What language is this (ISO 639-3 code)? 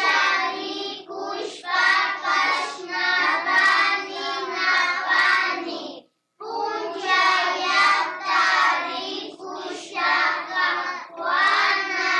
qvi